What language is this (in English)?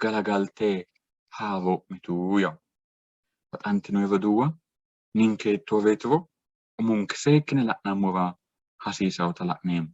Sidamo